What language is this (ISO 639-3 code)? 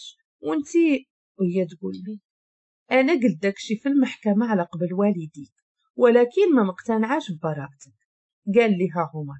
ary